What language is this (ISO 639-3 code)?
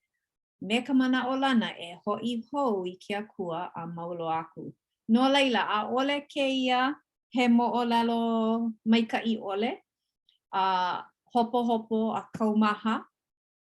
haw